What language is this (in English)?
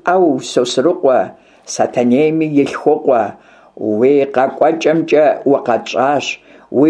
Kabardian